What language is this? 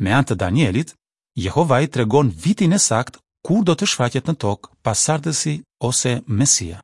Albanian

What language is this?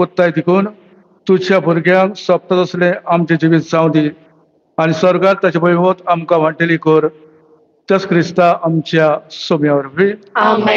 Konkani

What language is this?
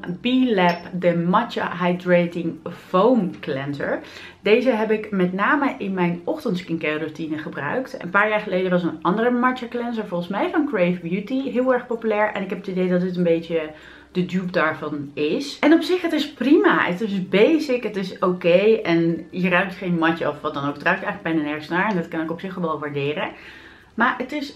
Dutch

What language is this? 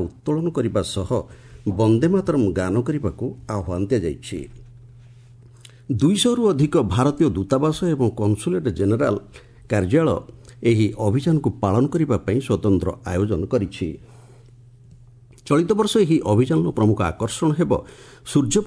Odia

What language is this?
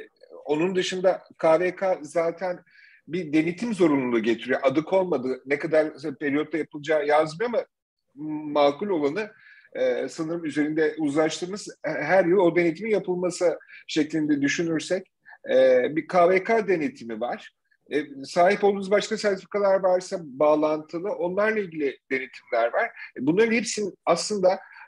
Turkish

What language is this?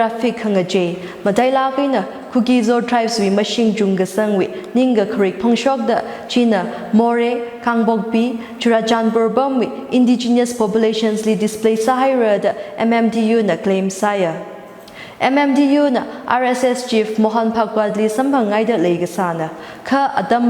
Tangkhul Naga (India)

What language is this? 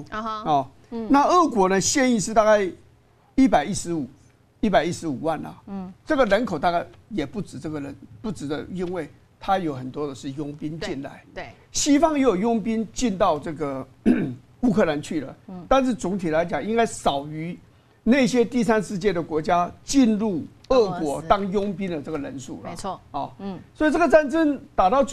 Chinese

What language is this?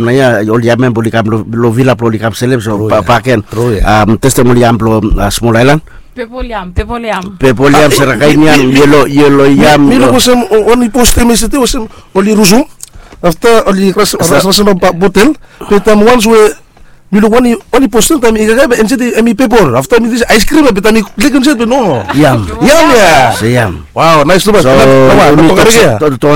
Bislama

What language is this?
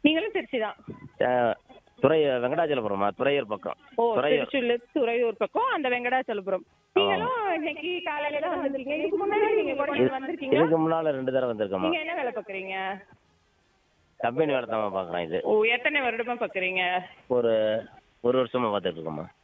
Tamil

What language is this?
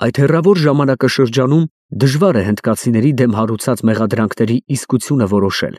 Armenian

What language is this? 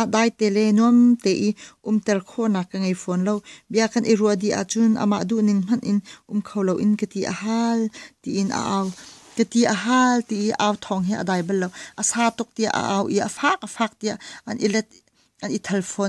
Hakha Chin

